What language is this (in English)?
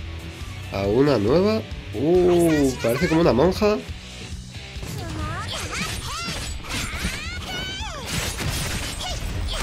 Spanish